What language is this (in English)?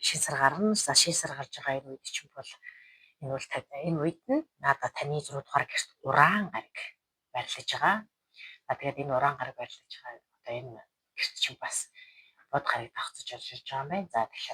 Mongolian